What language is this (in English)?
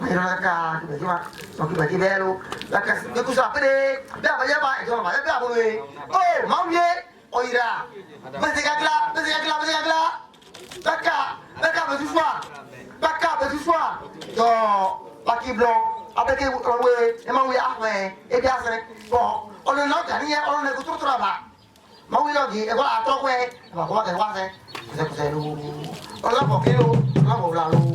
Ewe